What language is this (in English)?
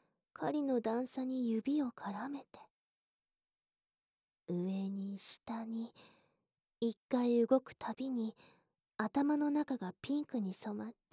Japanese